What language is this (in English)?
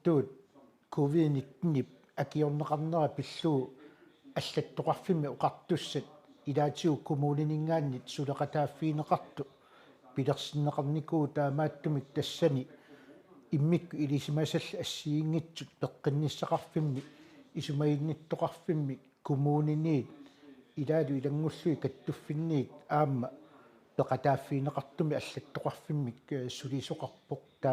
Kalaallisut